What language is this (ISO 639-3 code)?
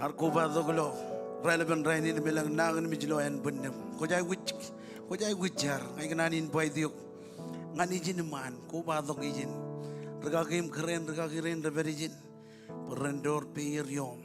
mah